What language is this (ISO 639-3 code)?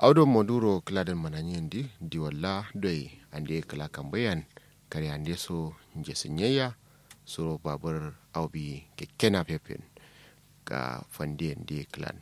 kau